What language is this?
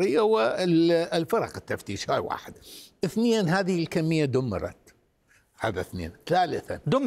Arabic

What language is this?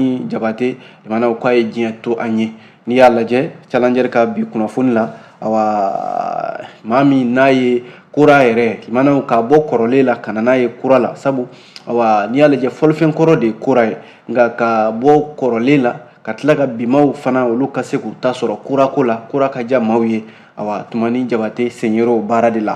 Bambara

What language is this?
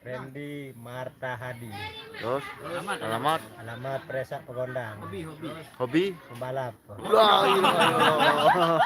Sasak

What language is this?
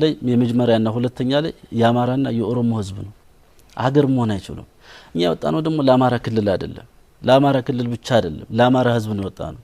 Amharic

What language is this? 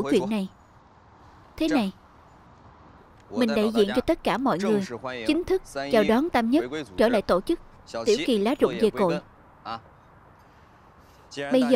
Vietnamese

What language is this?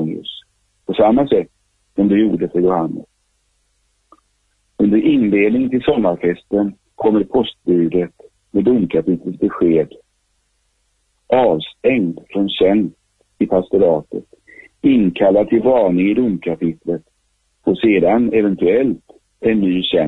Swedish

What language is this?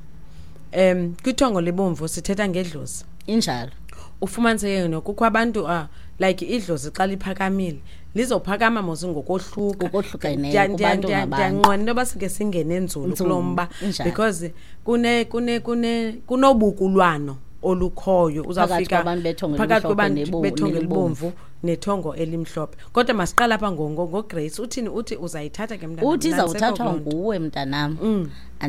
Xhosa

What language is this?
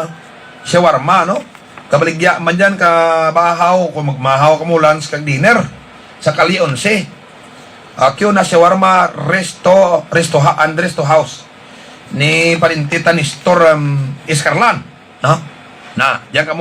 Hiligaynon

